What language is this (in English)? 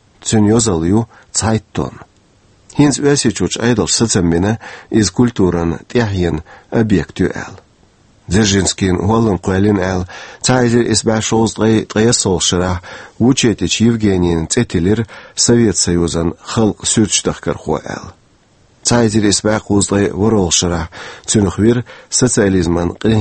Chechen